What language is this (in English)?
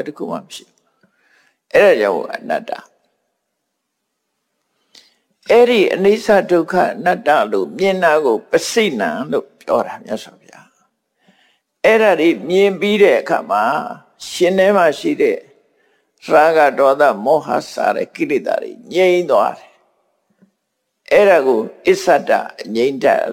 Burmese